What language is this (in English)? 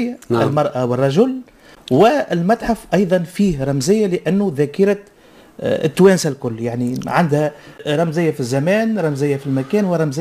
Tunisian Arabic